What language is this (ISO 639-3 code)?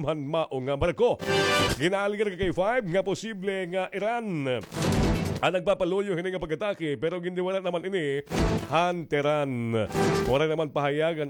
war